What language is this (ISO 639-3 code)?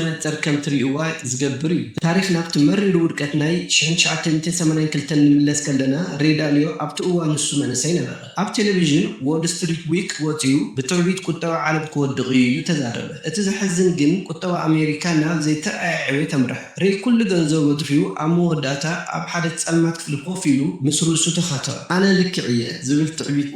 tir